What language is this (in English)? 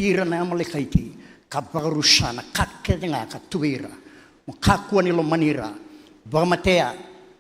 Fijian